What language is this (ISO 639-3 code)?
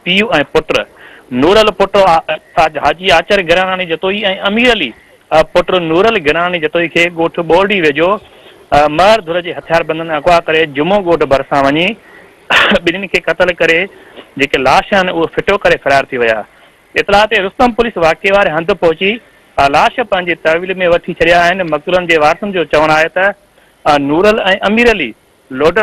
snd